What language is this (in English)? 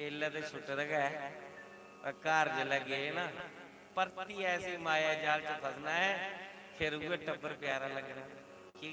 Dogri